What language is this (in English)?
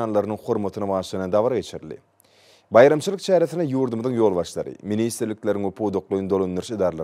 Turkmen